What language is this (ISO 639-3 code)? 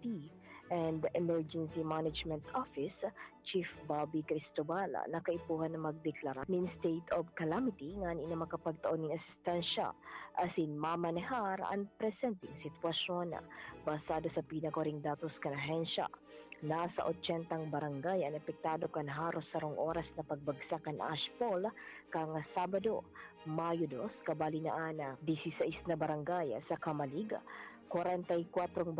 bik